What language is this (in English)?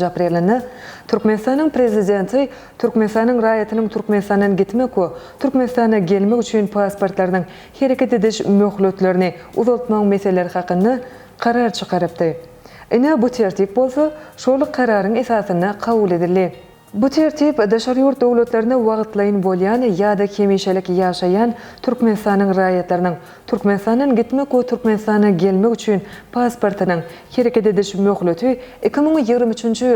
Turkmen